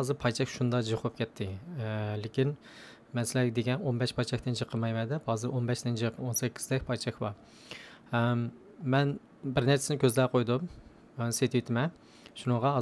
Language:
Uyghur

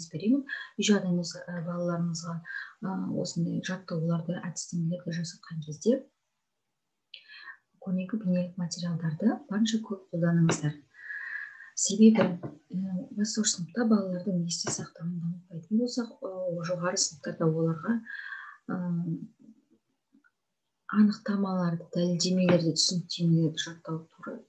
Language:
Kazakh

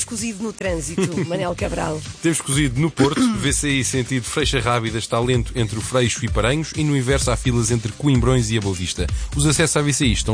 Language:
Portuguese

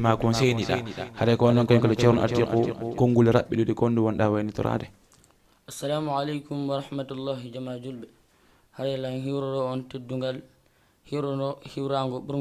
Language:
Fula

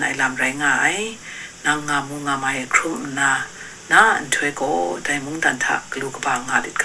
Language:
Kachin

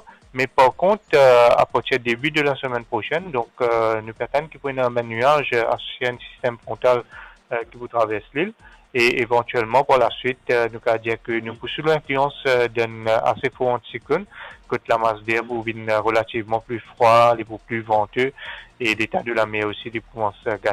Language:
Morisyen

